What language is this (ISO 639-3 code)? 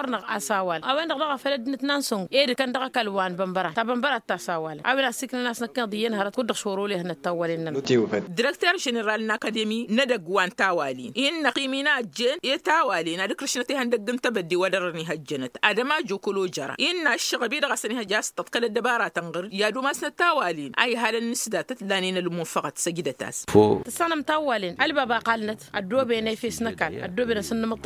taq